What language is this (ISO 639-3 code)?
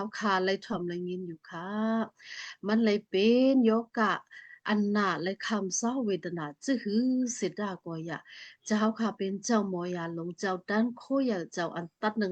shn